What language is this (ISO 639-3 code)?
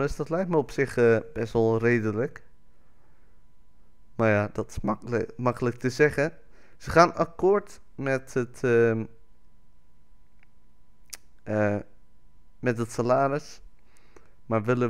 nld